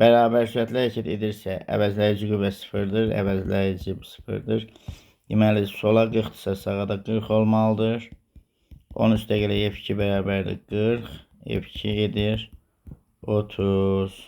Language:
Azerbaijani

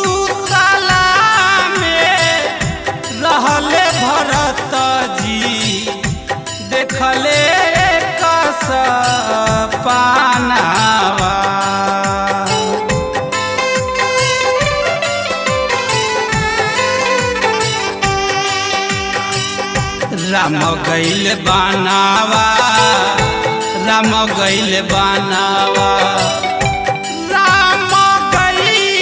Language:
Bhojpuri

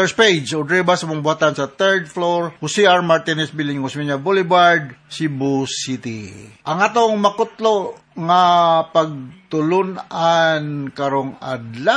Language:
Cebuano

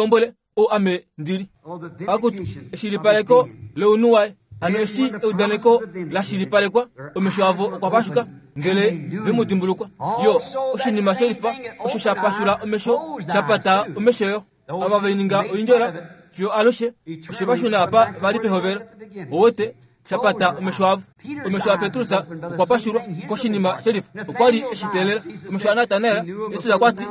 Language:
Kuanyama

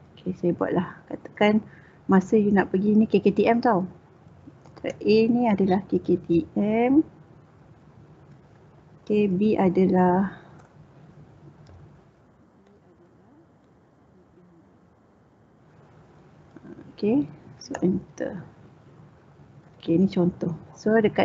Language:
Malay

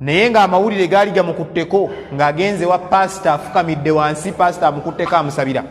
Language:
Ganda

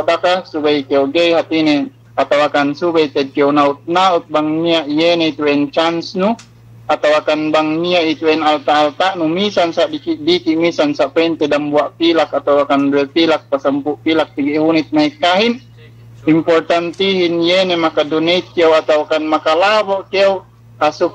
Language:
Yakan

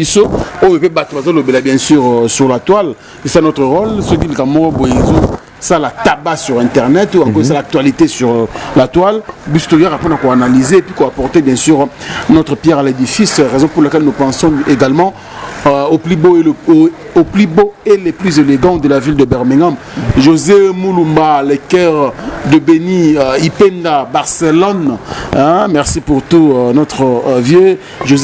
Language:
Lingala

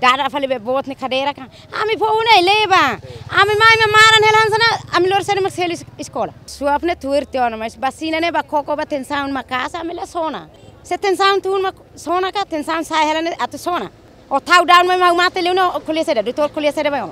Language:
Tetum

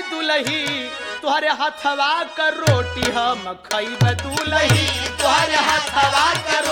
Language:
Bhojpuri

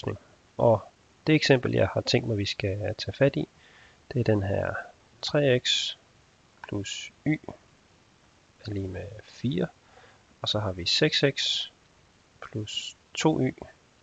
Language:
Danish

